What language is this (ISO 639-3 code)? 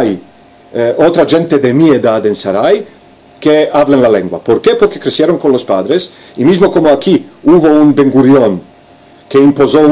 lad